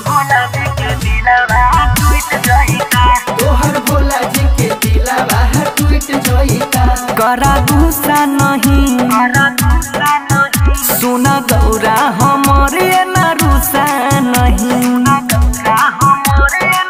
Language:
Bhojpuri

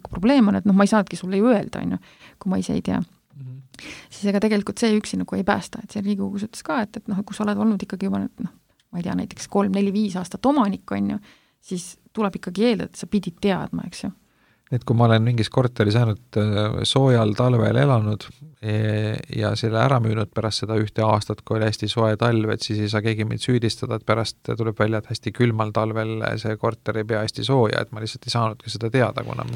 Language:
Estonian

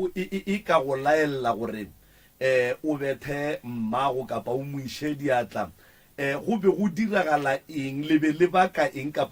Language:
Northern Sotho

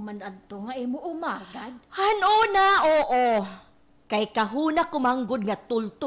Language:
Waray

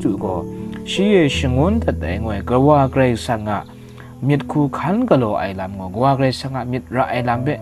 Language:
Kachin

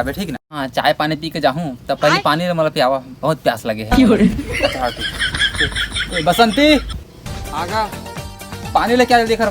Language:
Chhattisgarhi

